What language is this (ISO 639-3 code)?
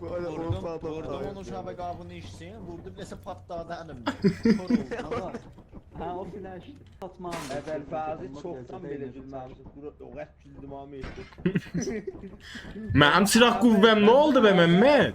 azb